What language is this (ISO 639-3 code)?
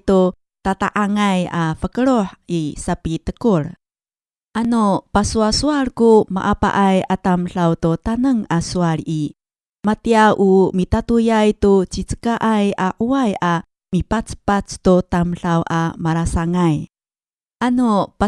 ami